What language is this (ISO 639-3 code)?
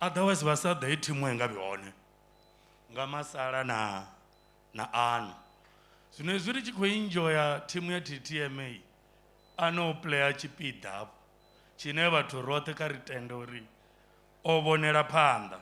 ven